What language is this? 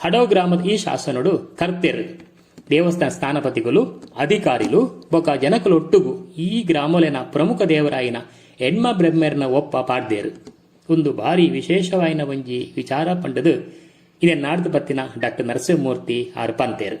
Tulu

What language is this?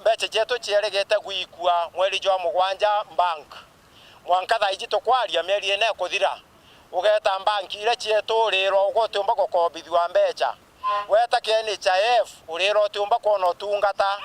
Meru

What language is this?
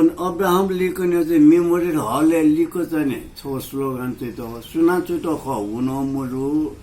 Newari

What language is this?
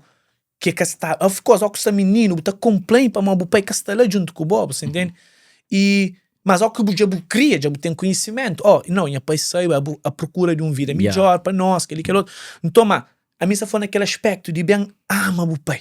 Kabuverdianu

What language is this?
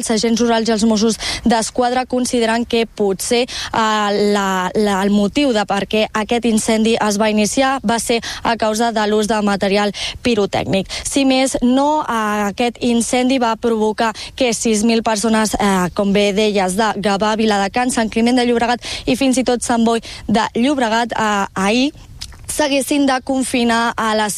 Catalan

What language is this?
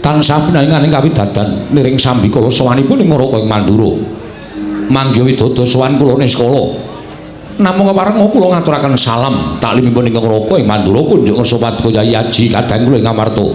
Javanese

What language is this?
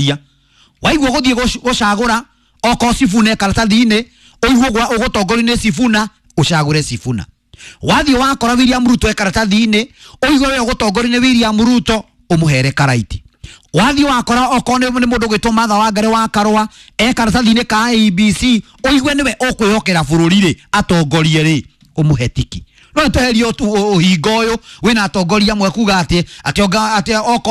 Kikuyu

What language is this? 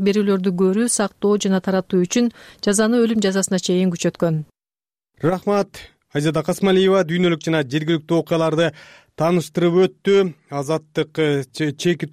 Kyrgyz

